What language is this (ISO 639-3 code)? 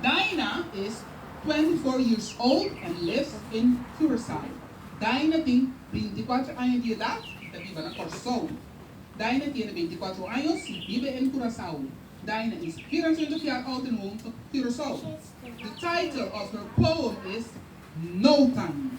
pap